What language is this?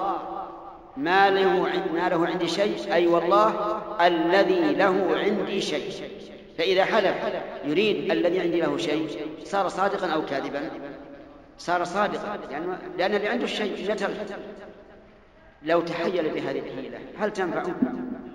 Arabic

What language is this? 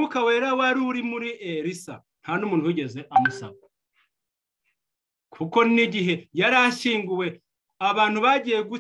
Kinyarwanda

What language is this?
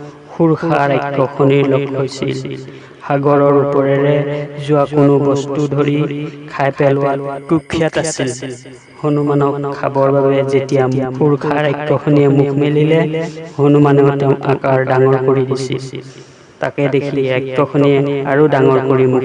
Assamese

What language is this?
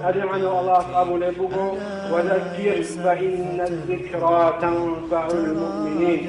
Avaric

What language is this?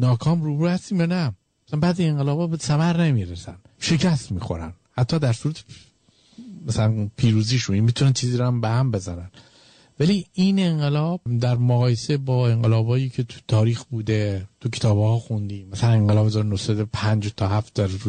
Persian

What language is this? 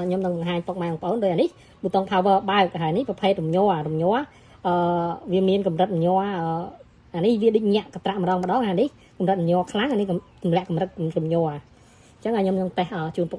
Khmer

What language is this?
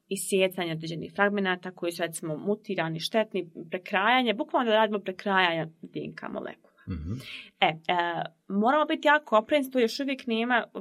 Bosnian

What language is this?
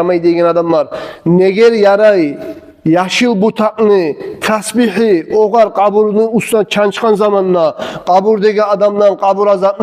Kumyk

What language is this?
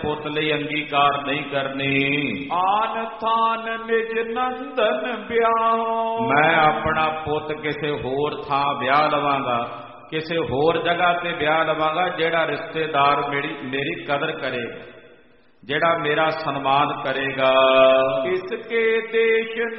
Punjabi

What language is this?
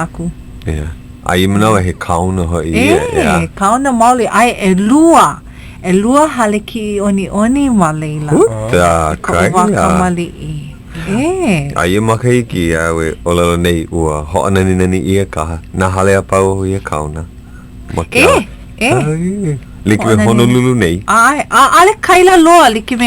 Hawaiian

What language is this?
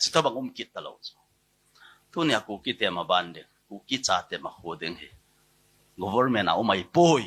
Thado Chin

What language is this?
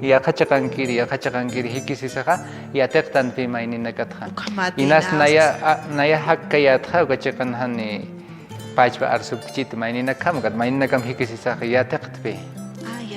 Aymara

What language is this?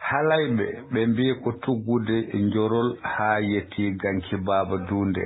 Fula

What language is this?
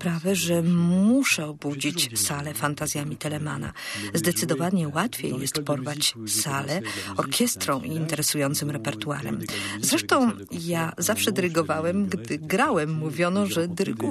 Polish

